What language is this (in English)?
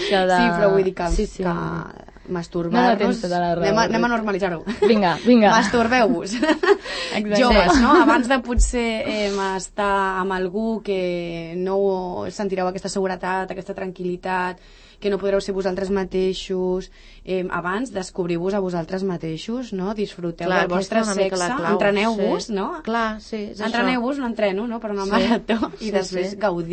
Catalan